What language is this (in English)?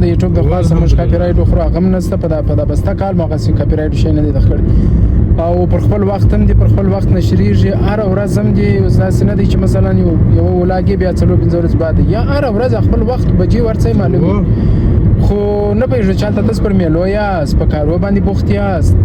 Pashto